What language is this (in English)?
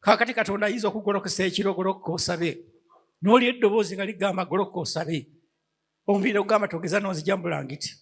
Ganda